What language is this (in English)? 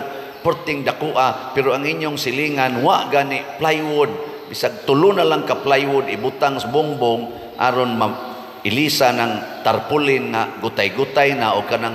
Cebuano